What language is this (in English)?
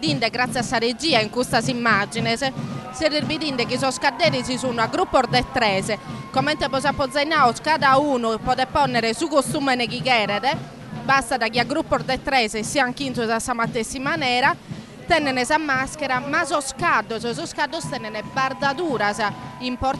Sardinian